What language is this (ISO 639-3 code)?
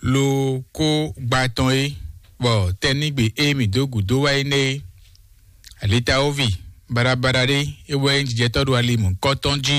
fon